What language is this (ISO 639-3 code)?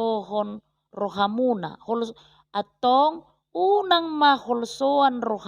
bbc